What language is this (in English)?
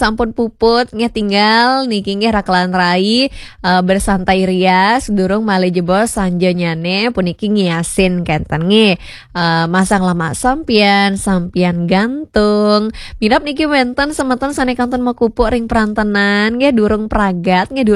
Balinese